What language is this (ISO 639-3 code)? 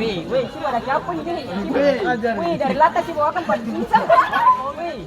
abs